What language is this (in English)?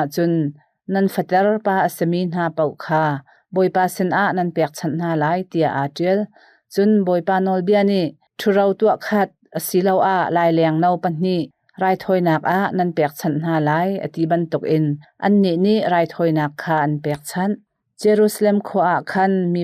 Hakha Chin